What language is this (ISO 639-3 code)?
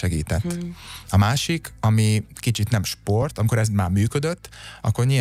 hun